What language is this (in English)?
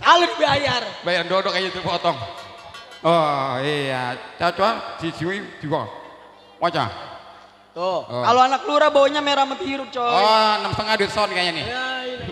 Betawi